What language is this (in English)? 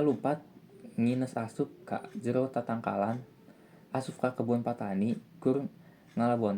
Sundanese